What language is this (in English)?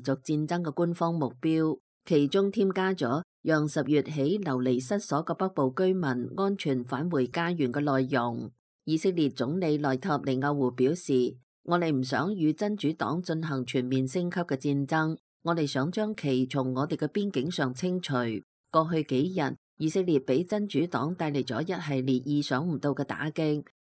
Cantonese